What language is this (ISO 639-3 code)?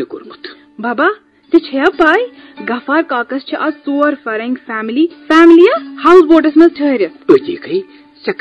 kas